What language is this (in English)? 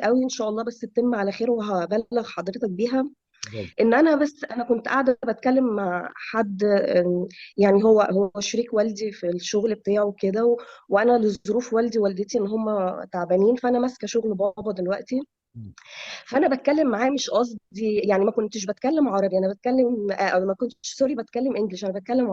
Egyptian Arabic